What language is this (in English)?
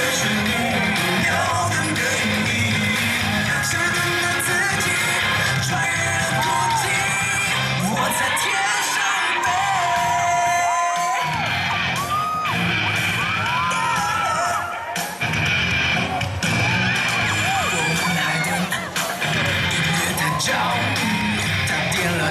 Chinese